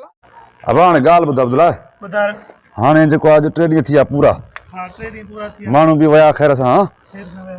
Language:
Sindhi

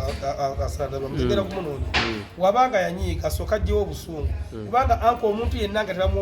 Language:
Ganda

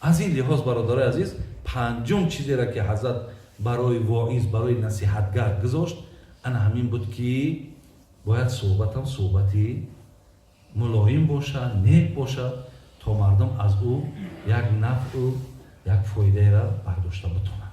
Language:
Tajik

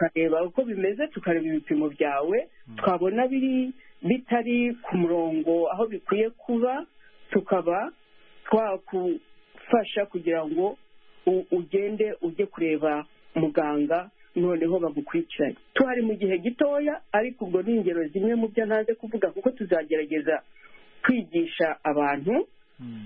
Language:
Kinyarwanda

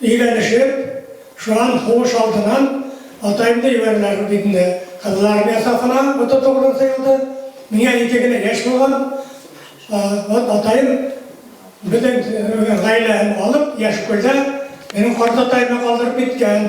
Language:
Bashkir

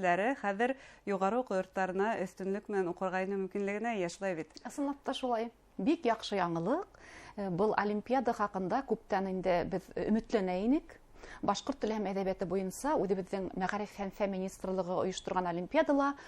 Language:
Bashkir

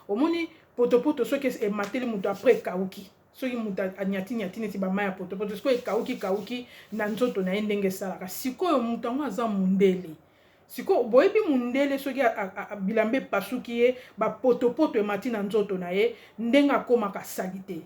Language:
Lingala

